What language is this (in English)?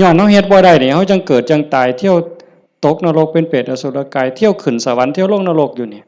Lao